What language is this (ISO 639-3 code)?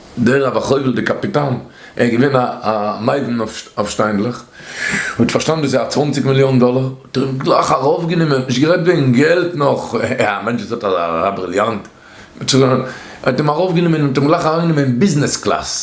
yid